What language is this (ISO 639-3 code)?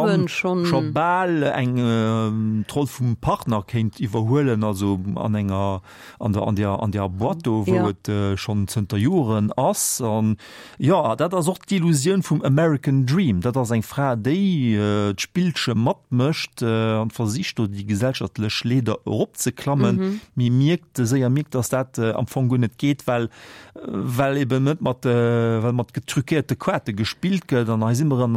ltz